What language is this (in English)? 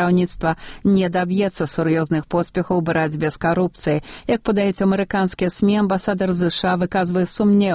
Belarusian